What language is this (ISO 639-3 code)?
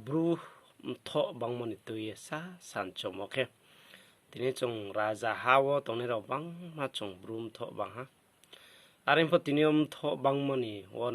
ria